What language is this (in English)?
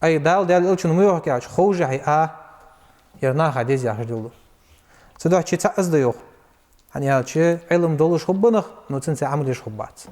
Ingush